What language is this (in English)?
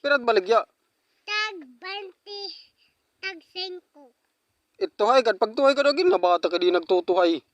Waray